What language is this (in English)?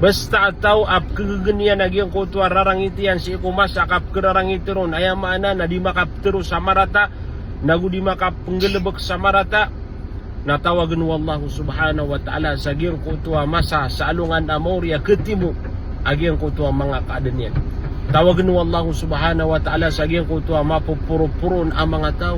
Maranao